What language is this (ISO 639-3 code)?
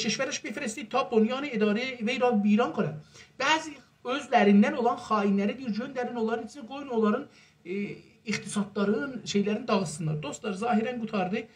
azb